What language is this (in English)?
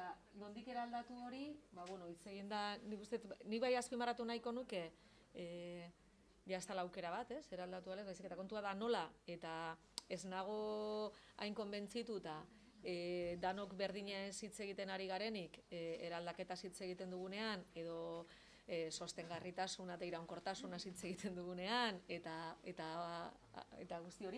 Basque